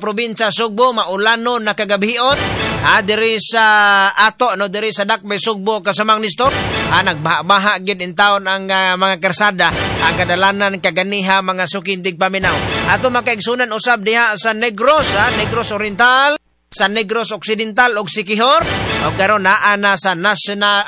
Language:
Cebuano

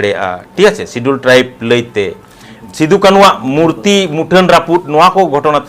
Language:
Santali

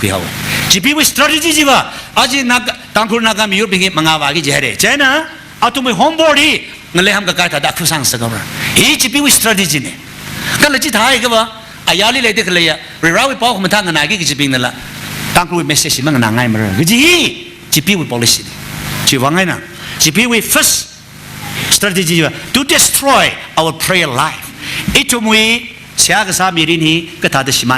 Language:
Tangkhul Naga (India)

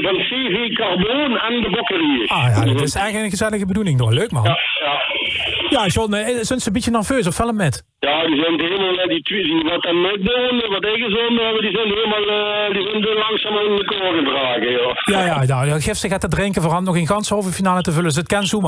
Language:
Limburgish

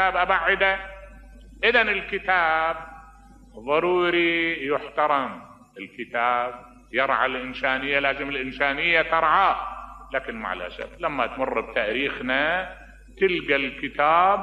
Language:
Mesopotamian Arabic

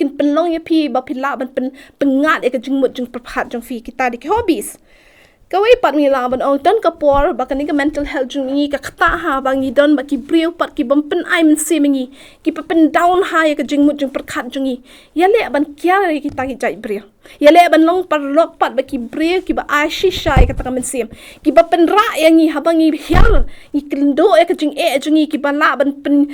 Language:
Khasi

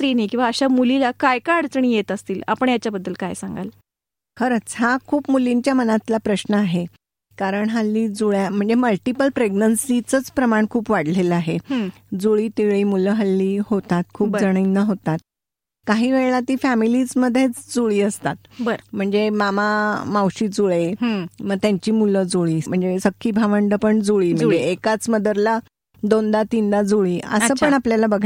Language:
Marathi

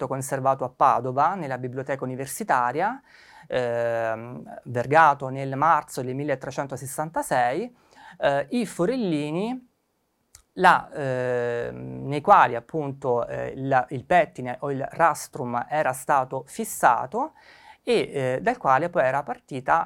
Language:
Italian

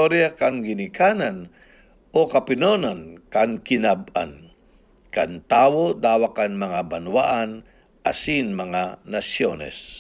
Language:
Bikol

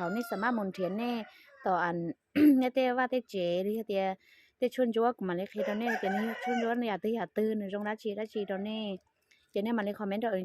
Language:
Hmong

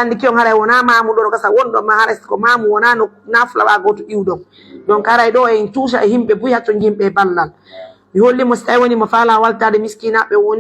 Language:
Pular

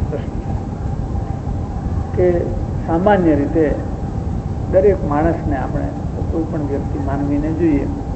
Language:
Gujarati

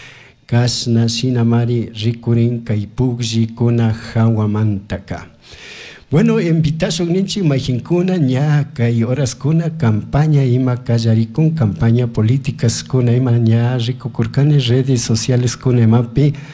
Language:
Chimborazo Highland Quichua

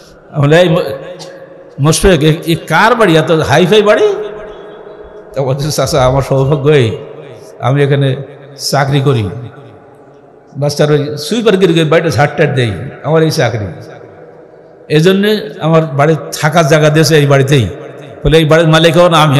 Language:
Bangla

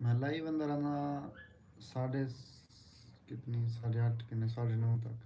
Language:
Saraiki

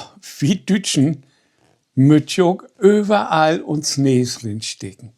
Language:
Low German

